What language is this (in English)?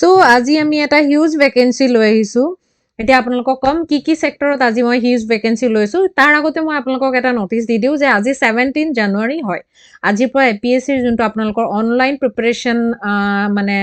Assamese